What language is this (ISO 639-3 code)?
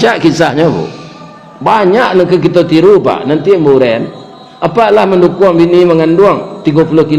min